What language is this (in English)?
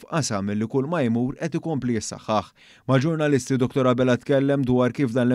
Maltese